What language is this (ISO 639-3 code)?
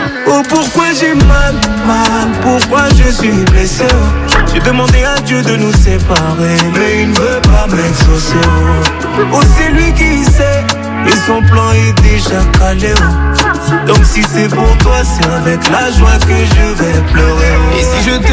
fra